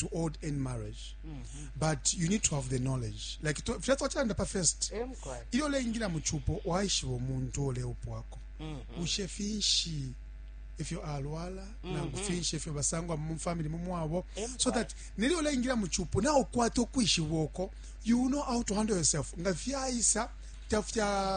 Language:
Bemba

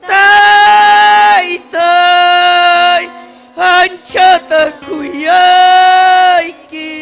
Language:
Ayacucho Quechua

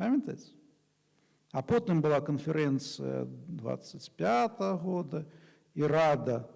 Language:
Belarusian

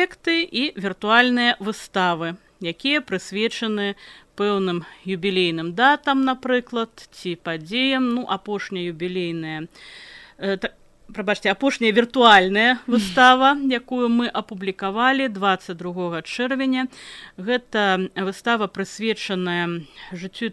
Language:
Belarusian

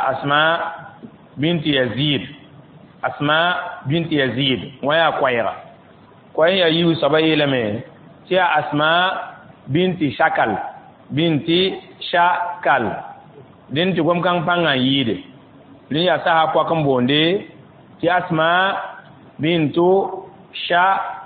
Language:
Mossi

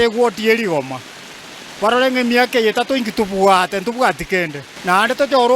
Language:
Gusii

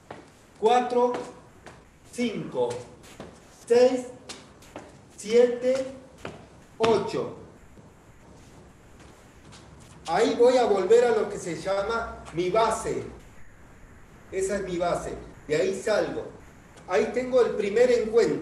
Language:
Spanish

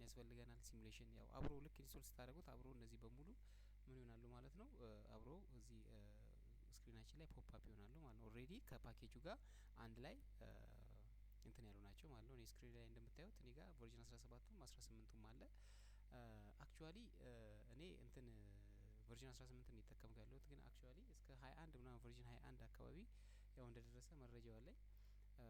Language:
Amharic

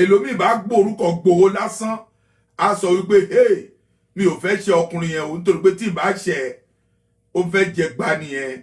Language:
Yoruba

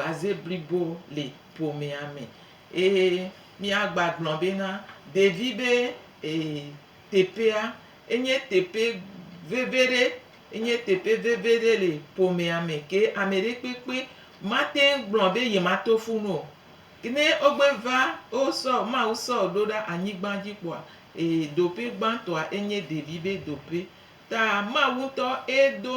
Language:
Gen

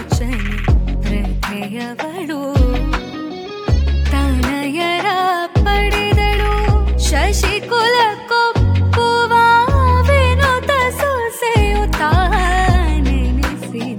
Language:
Kannada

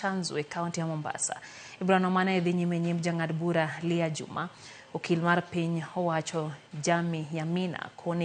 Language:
Luo (Kenya and Tanzania)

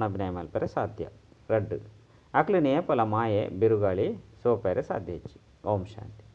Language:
Tulu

